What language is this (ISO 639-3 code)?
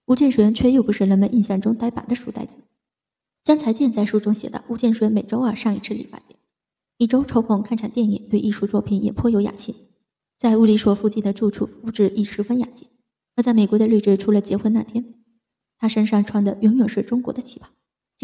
zho